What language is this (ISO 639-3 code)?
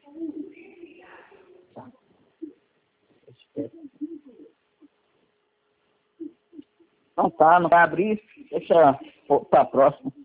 por